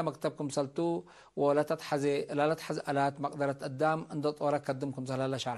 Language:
Tigre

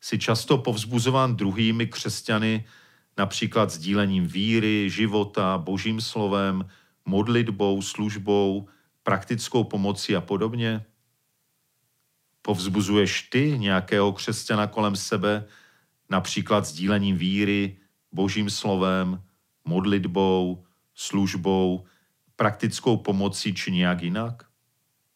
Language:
Czech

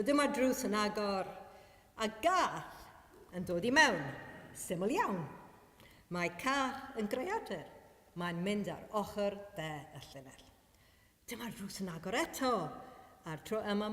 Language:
Welsh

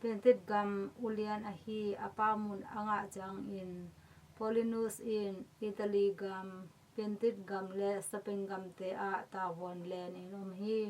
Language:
Tedim Chin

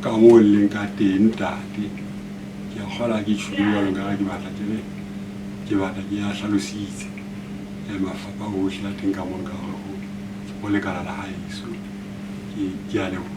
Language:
Southern Sotho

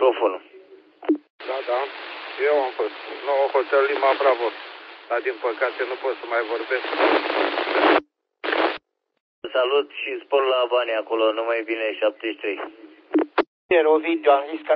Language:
Romanian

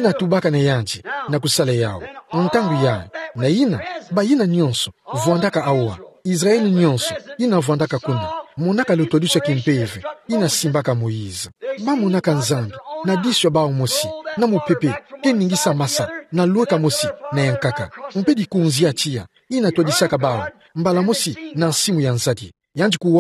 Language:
Kituba (Democratic Republic of Congo)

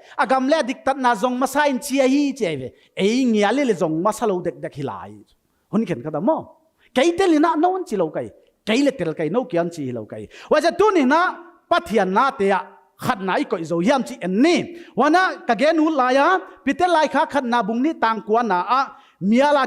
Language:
Paite Chin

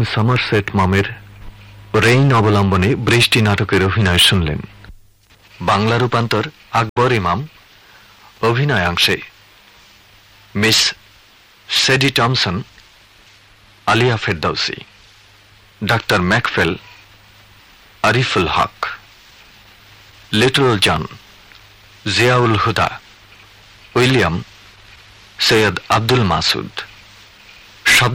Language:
Bangla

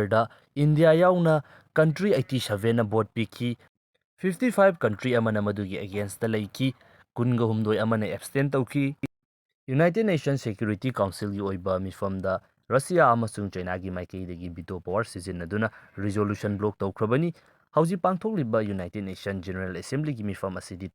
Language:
Manipuri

